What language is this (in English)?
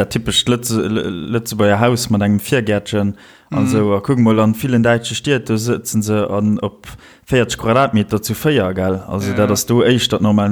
Luxembourgish